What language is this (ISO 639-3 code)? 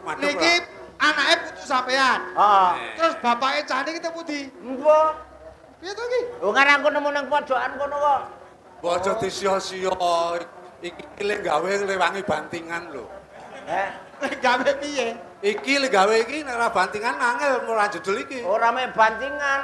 jav